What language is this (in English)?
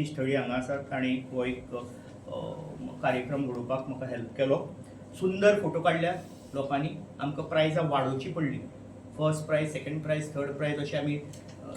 Konkani